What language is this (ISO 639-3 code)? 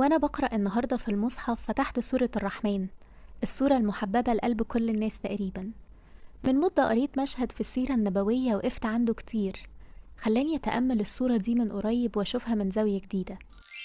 arz